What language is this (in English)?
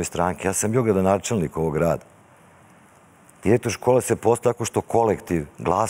Serbian